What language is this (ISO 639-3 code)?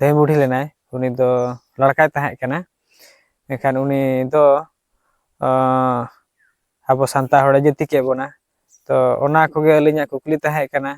sat